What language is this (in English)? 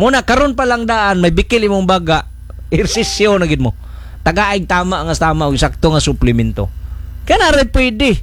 Cebuano